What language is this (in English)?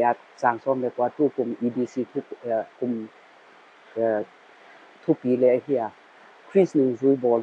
Paite Chin